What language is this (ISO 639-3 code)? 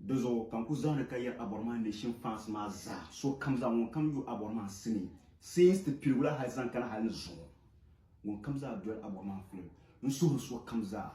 dag